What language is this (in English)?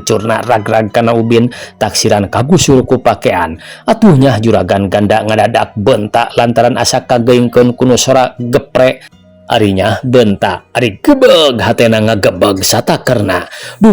Sundanese